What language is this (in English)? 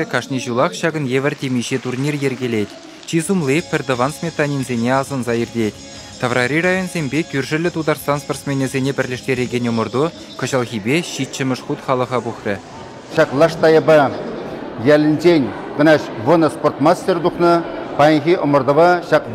Chuvash